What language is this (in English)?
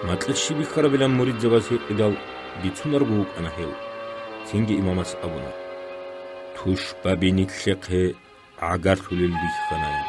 Avaric